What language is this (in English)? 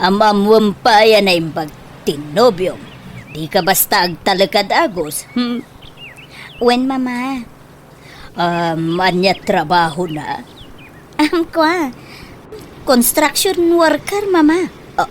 Iloko